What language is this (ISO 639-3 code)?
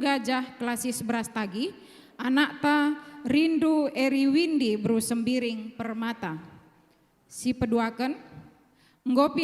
btx